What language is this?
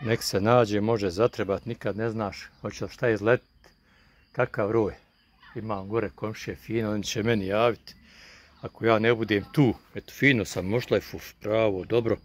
Bosnian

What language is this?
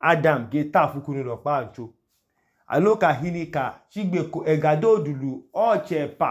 Idoma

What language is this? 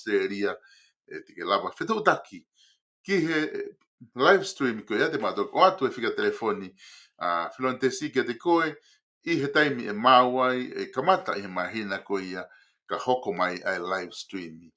Tongan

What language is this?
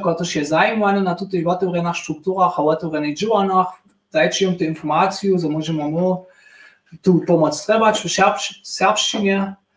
Upper Sorbian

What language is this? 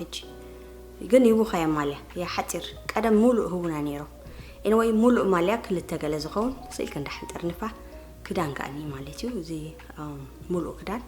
Tigrinya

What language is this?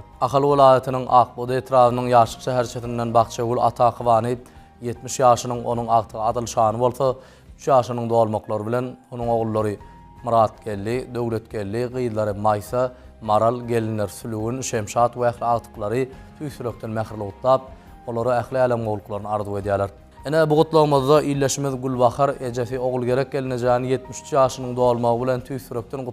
Turkmen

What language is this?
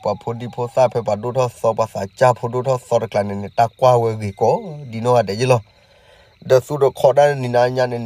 S'gaw Karen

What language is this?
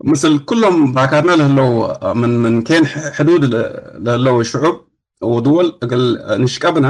Tigre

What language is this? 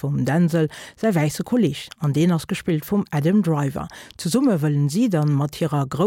Luxembourgish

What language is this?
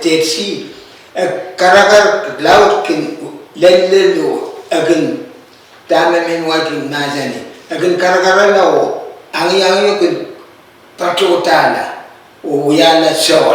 Pohnpeian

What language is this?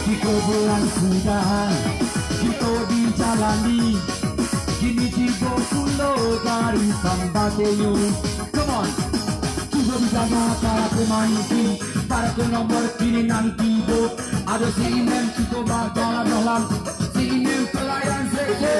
Minangkabau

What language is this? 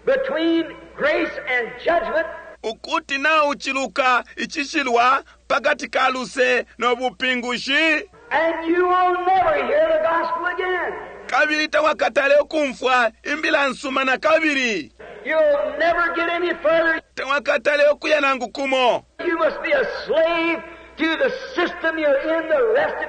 Bemba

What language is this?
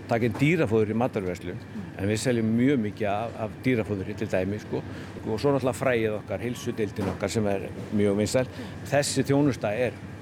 Icelandic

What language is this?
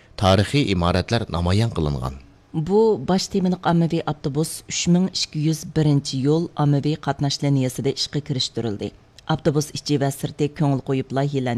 Uyghur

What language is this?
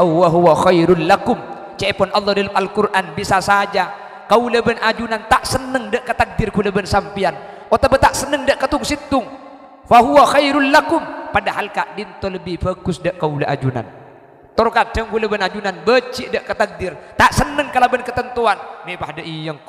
Madurese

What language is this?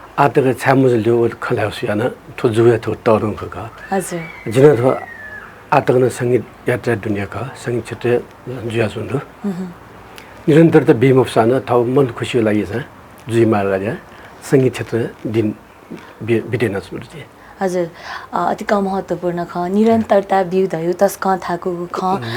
Newari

